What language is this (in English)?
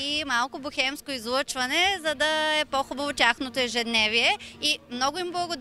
Bulgarian